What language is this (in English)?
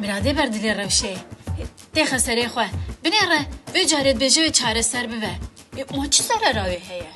Kurdish